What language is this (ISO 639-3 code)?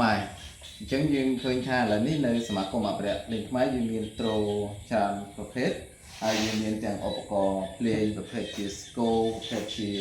khm